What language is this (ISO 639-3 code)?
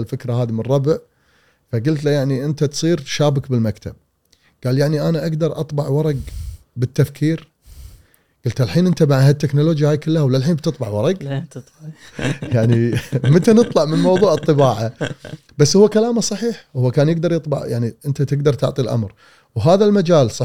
afb